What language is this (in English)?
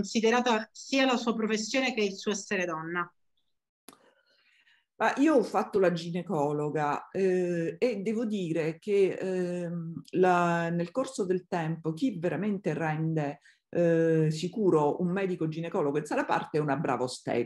Italian